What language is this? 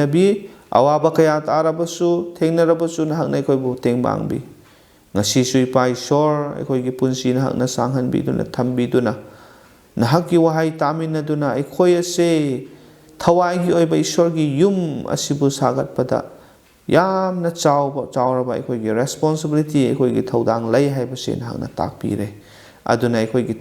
Manipuri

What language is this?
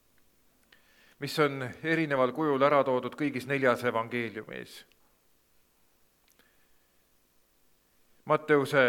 Estonian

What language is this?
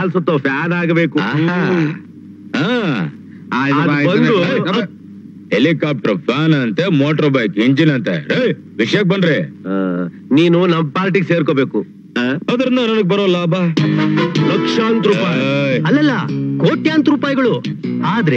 Kannada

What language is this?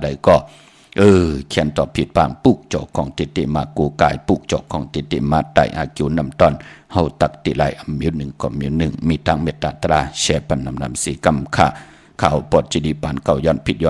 Shan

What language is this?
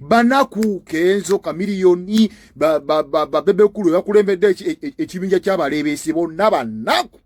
Ganda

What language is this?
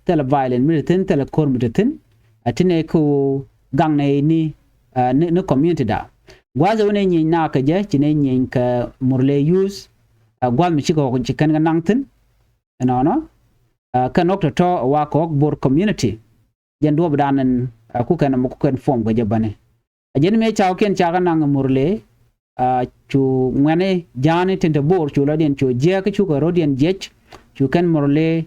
Nuer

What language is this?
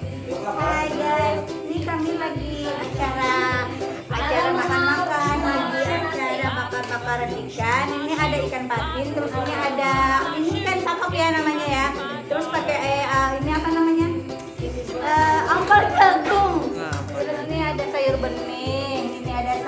Banjar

